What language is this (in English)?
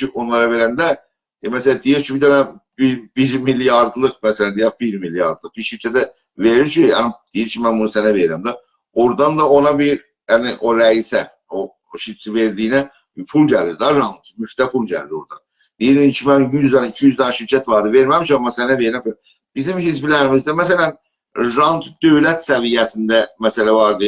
South Azerbaijani